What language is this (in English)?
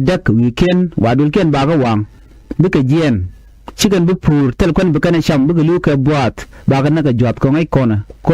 Nuer